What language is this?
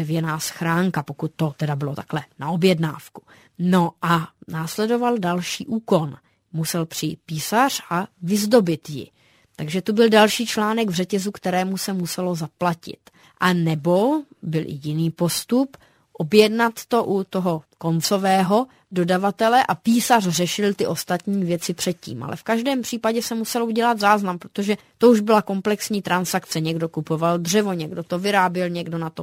Czech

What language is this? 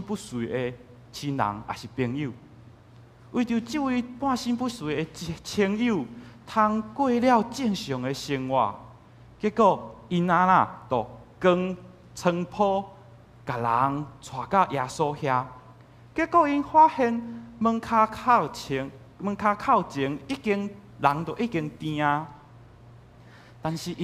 Min Nan Chinese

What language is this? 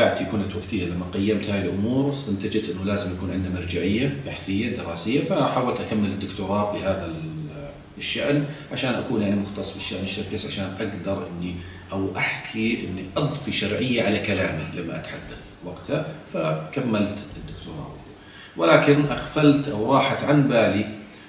South Levantine Arabic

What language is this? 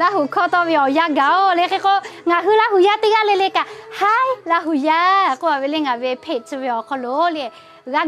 Lahu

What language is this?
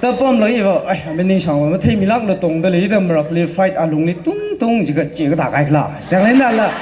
Tangkhul Naga (India)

